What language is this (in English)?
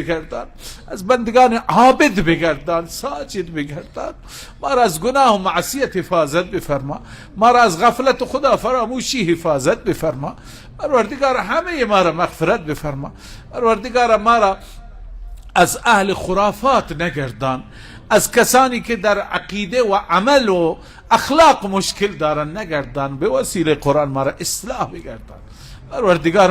Persian